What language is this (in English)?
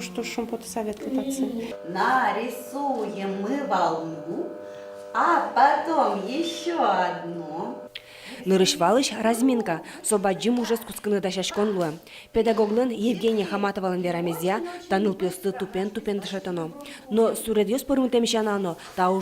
Udmurt